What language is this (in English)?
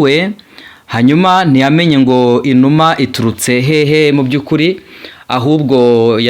Kinyarwanda